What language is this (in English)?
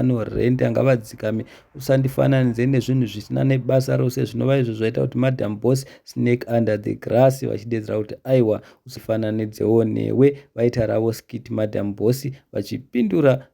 Shona